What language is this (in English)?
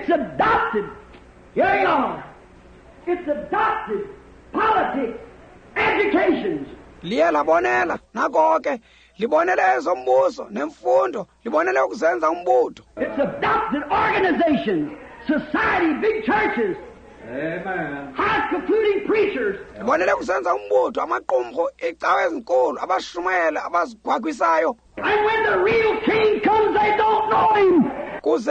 Xhosa